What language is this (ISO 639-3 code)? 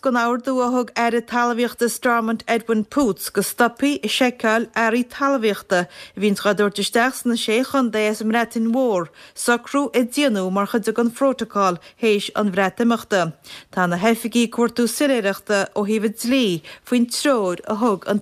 gle